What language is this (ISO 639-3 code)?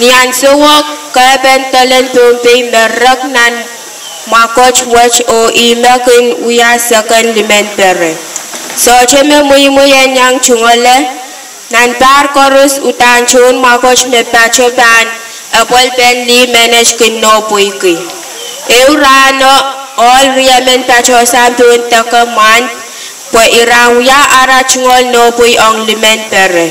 pon